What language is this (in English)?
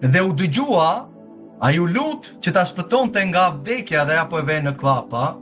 Albanian